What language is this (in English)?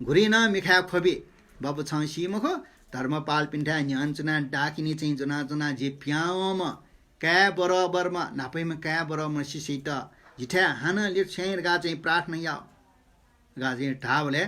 Newari